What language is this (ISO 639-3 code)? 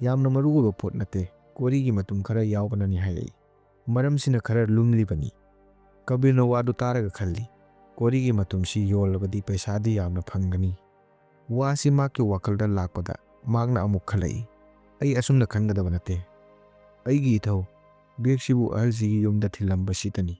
mni